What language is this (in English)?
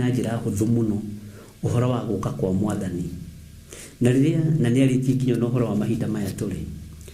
Kikuyu